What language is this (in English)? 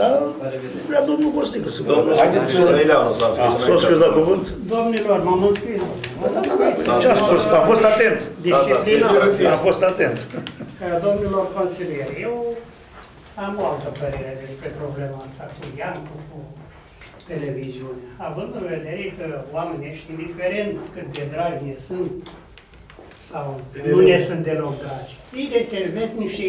Romanian